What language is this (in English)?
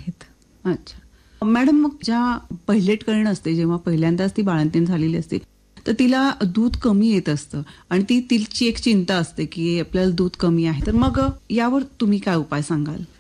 Marathi